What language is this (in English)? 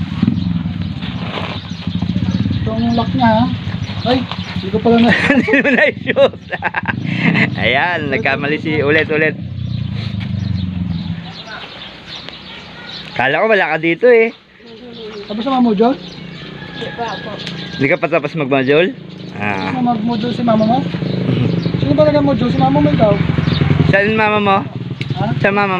Filipino